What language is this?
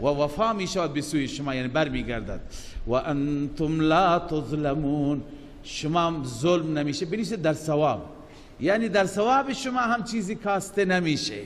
Persian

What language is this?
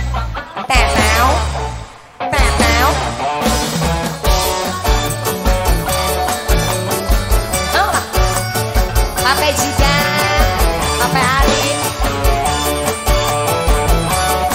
Indonesian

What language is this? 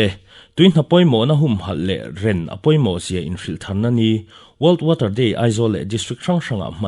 Mizo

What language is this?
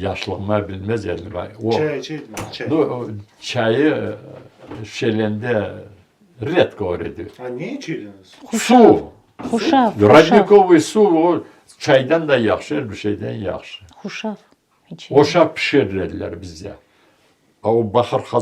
Crimean Tatar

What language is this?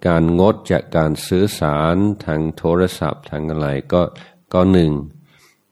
Thai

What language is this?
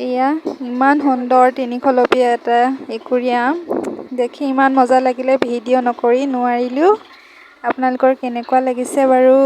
Assamese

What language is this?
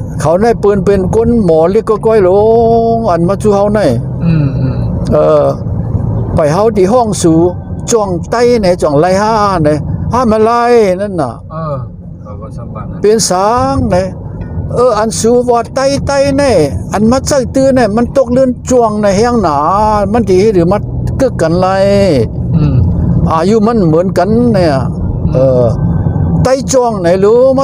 Shan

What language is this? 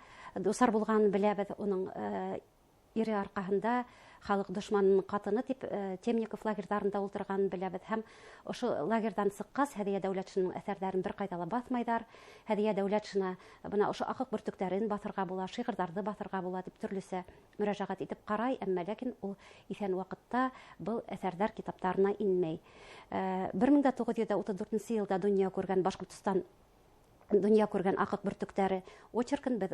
Bashkir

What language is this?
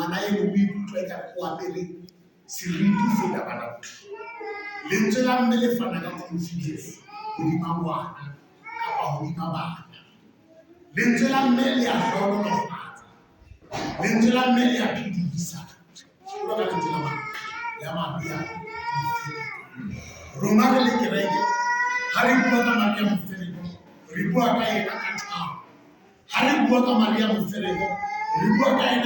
Southern Sotho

